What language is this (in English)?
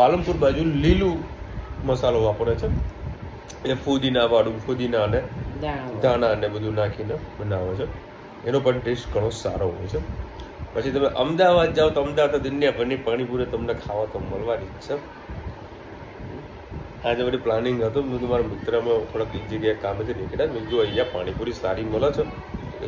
Gujarati